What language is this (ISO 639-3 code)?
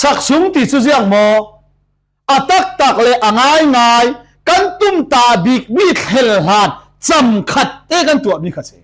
cfm